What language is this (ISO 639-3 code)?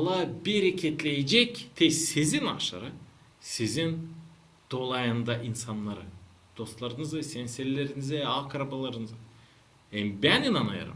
gag